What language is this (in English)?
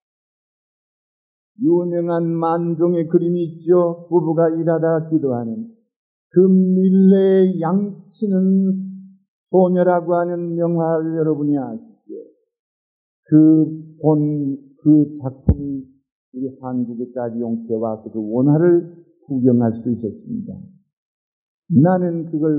Korean